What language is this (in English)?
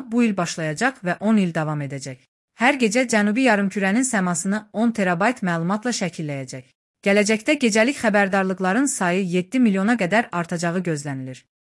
Azerbaijani